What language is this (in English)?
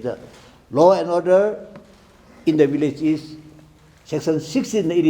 Tangkhul Naga (India)